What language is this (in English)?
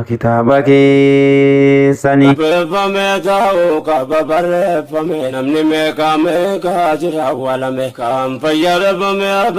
Oromo